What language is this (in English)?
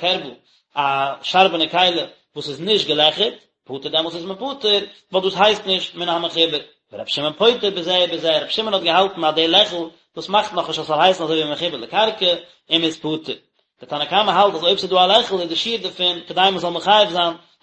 Yiddish